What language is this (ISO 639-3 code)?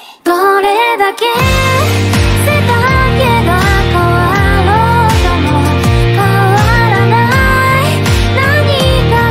jpn